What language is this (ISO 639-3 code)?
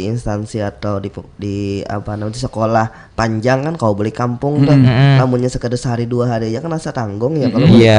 bjn